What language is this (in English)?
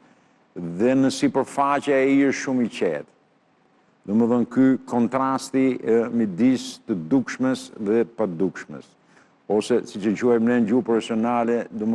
Albanian